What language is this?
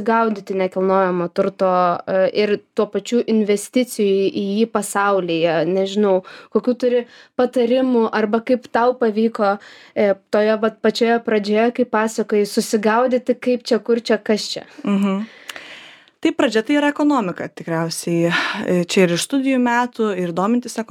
Lithuanian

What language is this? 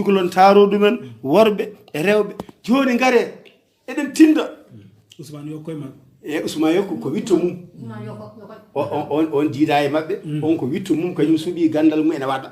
Fula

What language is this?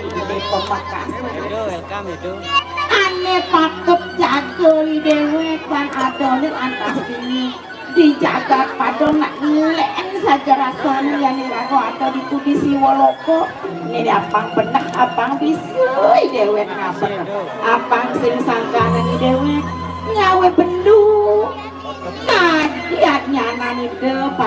Balinese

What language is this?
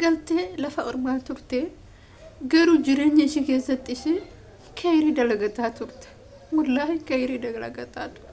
Oromo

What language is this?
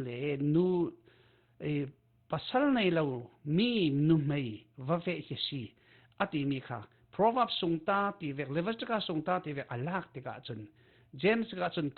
Falam Chin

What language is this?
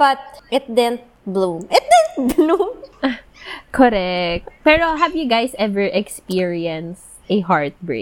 Filipino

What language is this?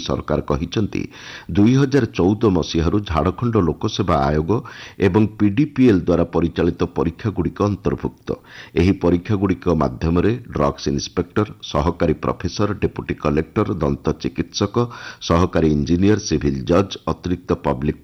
Odia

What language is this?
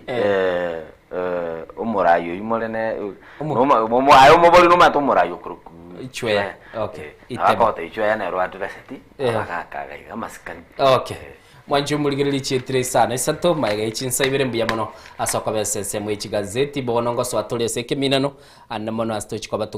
Gusii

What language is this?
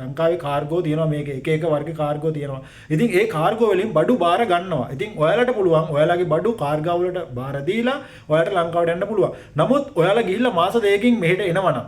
Sinhala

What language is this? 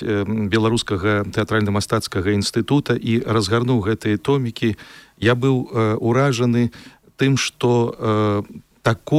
Belarusian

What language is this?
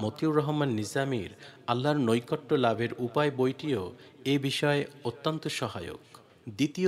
Bangla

